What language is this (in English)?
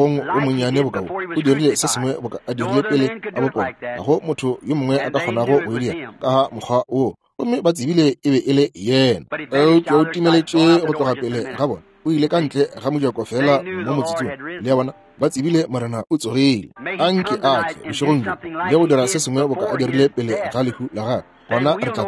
Northern Sotho